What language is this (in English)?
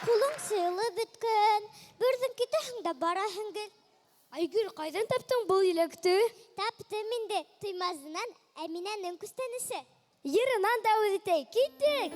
Bashkir